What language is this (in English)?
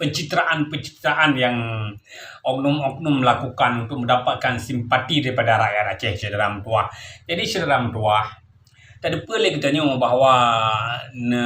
Achinese